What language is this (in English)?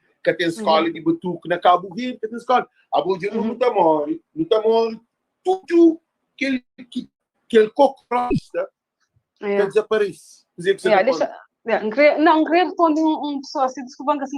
Kabuverdianu